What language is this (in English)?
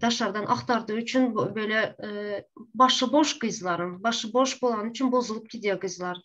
Turkmen